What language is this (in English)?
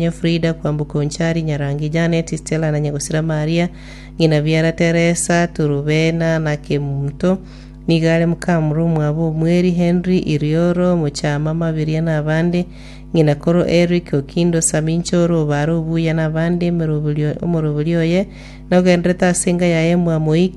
Gusii